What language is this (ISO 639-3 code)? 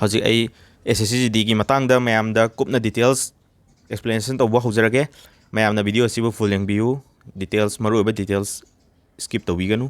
mni